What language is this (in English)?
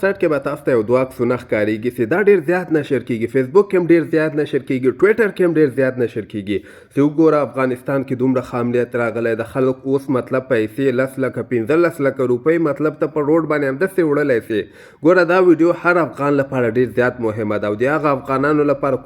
Pashto